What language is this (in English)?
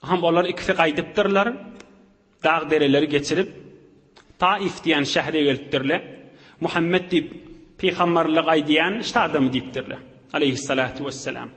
Turkmen